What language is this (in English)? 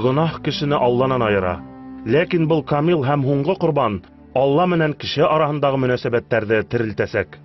Bashkir